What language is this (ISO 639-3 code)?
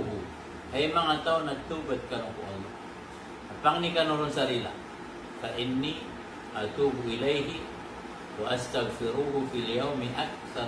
mrw